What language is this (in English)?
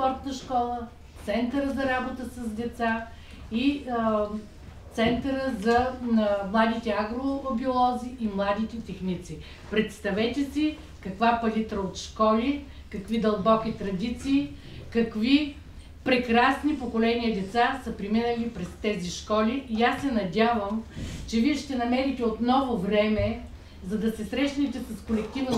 Bulgarian